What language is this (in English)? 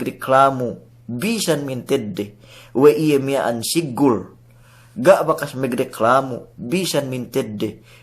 Yakan